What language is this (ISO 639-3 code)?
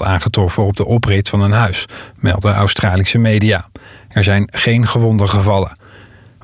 nld